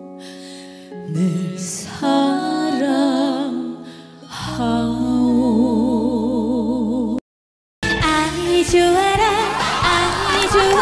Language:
Korean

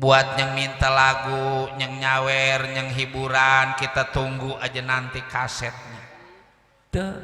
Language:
Betawi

